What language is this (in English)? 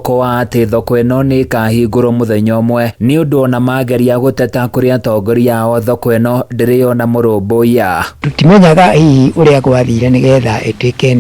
Kikuyu